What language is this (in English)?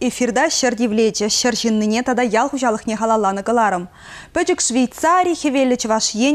Chuvash